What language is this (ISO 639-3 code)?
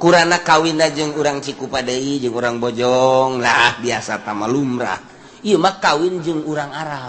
sun